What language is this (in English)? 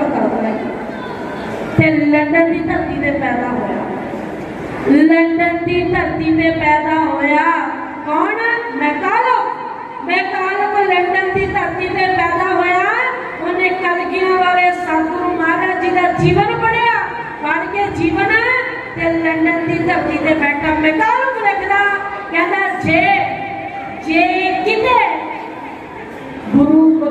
Punjabi